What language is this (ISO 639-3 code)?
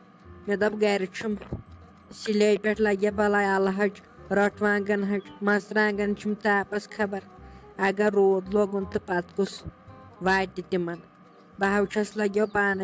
kas